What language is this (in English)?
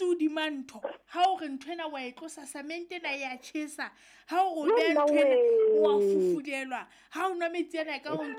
Southern Sotho